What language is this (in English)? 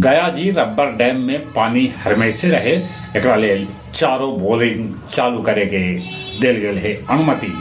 Magahi